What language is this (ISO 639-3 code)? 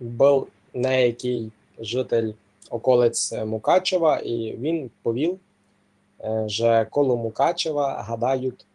rue